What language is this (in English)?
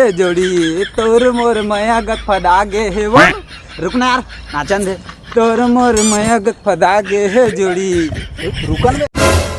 Chhattisgarhi